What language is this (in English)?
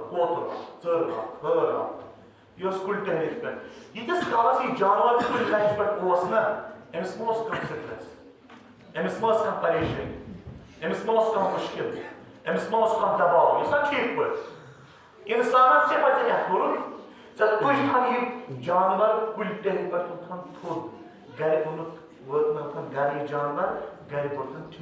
Kashmiri